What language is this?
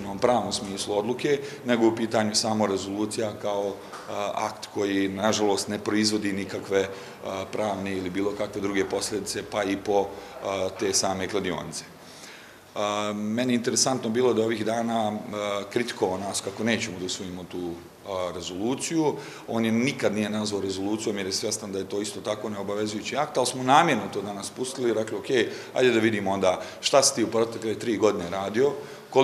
Bosnian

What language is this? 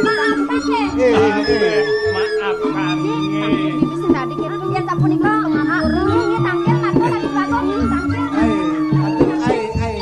Balinese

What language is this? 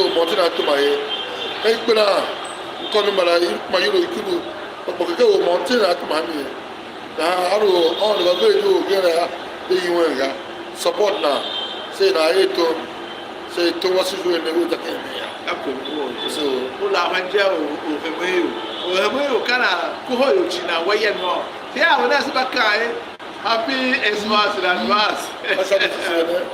Tiv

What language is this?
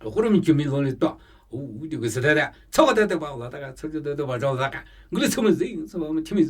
Namuyi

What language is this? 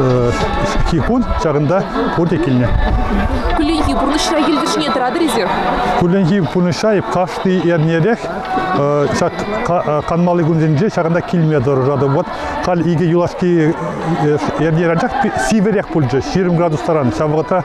Chuvash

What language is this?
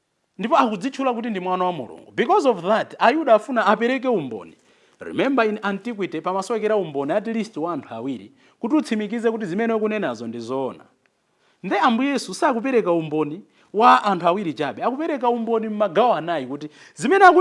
Nyanja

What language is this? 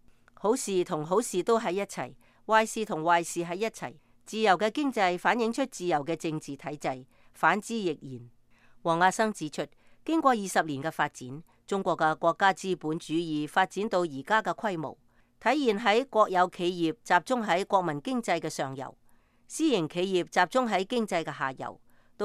Cantonese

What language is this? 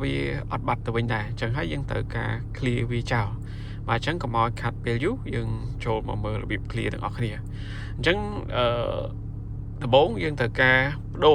Khmer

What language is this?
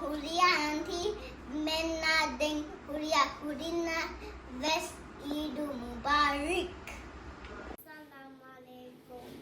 Divehi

